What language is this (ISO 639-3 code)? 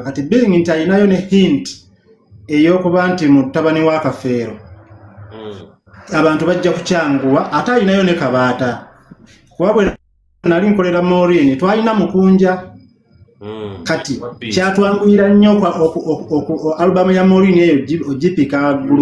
lug